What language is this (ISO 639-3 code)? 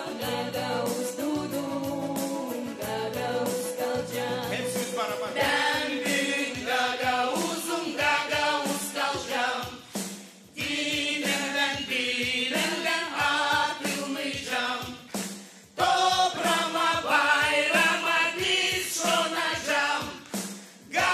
gag